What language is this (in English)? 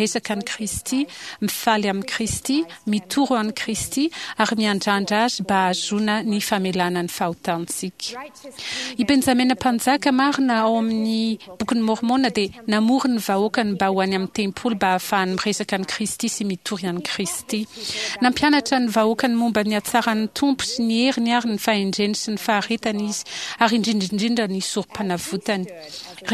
Malagasy